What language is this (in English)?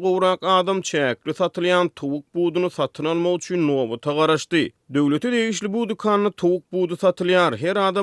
Turkmen